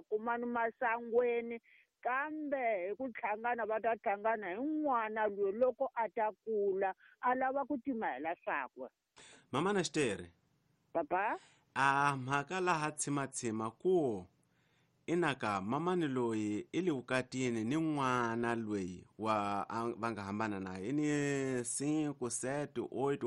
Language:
Tsonga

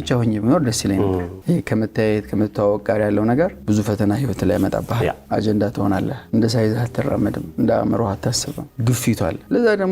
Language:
Amharic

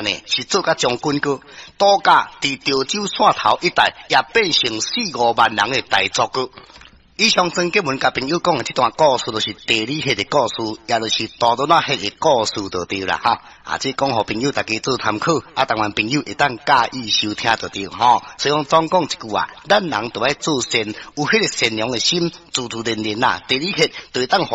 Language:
Min Nan Chinese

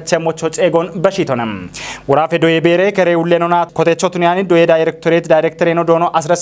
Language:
Kafa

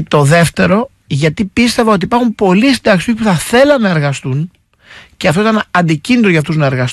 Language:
Greek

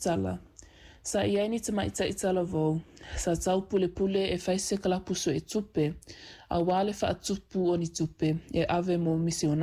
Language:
Samoan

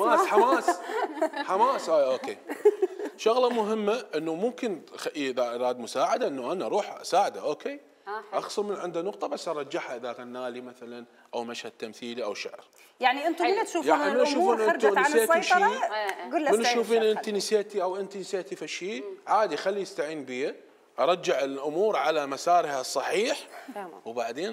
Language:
Mesopotamian Arabic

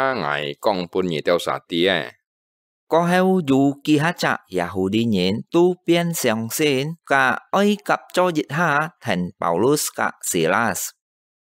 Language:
Hakka Chinese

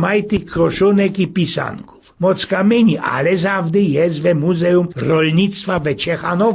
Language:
Silesian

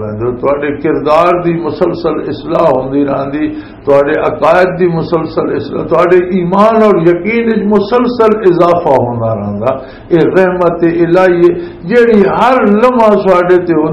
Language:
Western Panjabi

